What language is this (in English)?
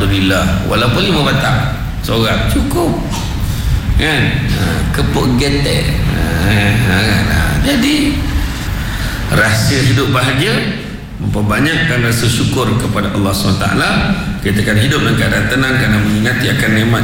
Malay